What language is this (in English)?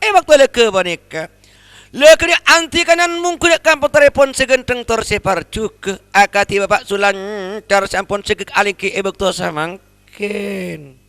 Madurese